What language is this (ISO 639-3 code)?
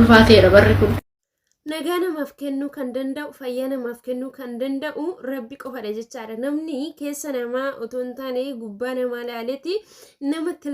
orm